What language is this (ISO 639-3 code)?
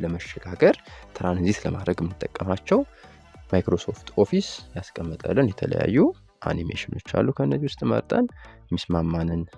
amh